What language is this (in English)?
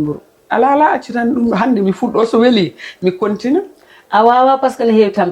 Fula